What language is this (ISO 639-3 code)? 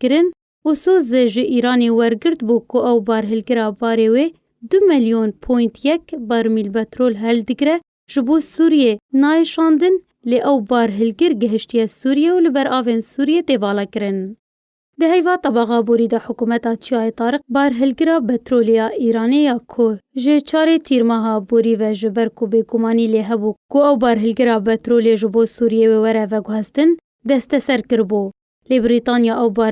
kur